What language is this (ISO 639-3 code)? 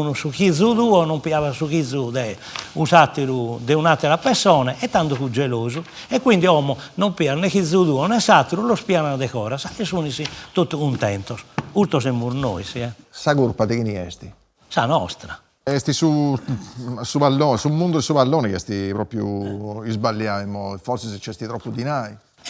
srd